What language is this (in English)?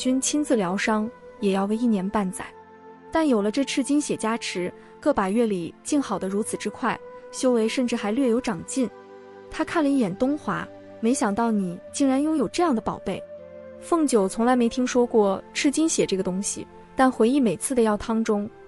Chinese